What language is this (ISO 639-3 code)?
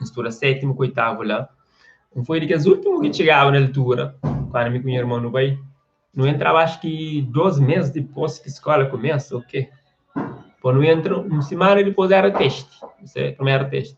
kea